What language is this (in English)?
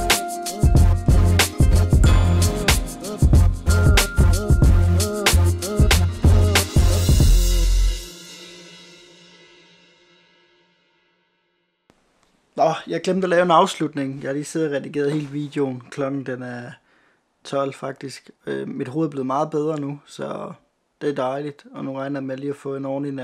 Danish